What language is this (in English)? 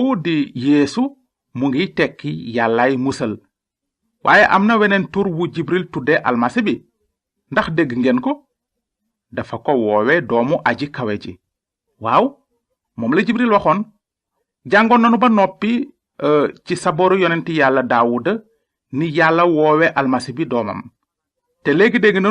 Wolof